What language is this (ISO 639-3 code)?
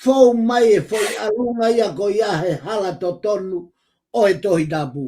ton